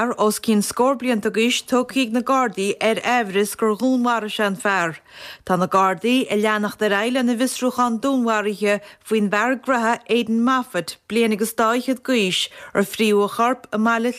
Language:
Irish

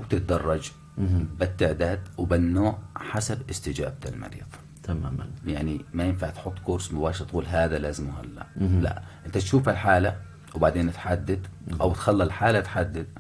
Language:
North Levantine Arabic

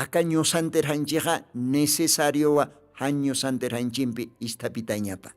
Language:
Aymara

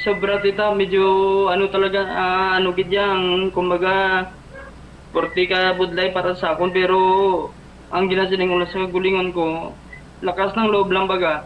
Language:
Hiligaynon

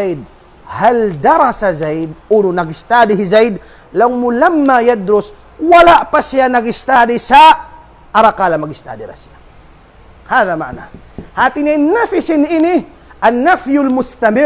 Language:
Tausug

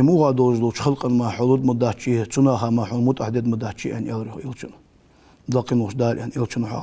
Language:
Ingush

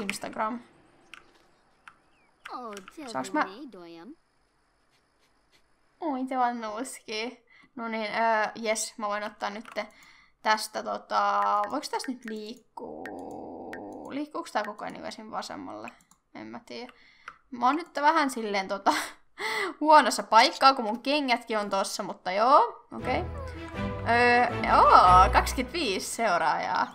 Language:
Finnish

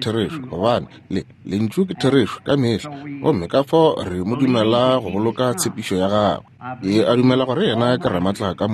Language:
Northern Sotho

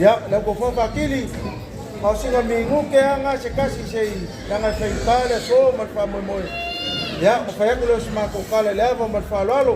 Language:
Samoan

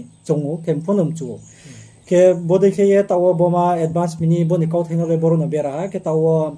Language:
Riang (India)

